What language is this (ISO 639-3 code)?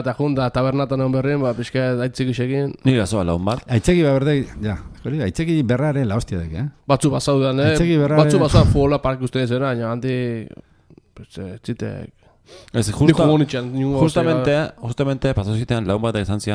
eus